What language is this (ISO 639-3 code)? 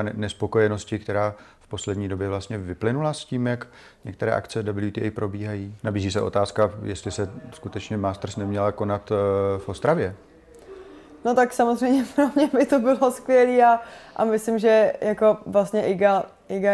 ces